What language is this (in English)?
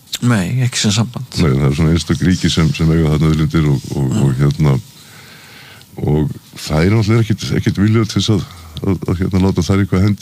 Icelandic